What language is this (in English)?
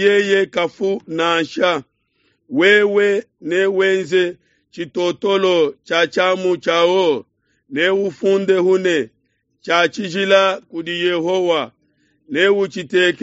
Luba-Lulua